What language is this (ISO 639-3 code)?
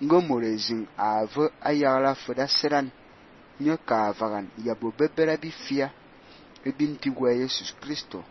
fan